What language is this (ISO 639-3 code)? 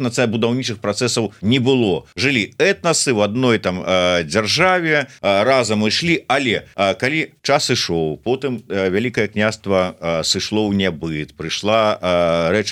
bel